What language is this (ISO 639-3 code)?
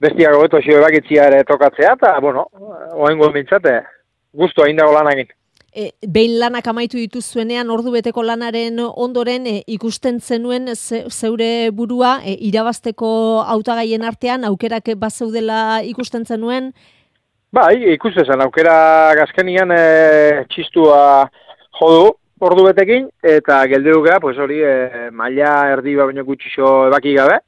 eus